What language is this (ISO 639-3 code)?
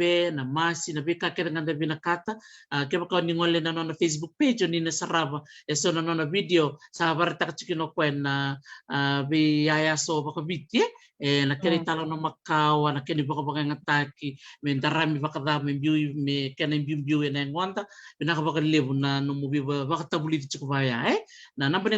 fij